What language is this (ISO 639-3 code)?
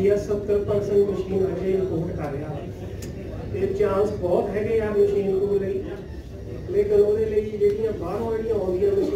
pan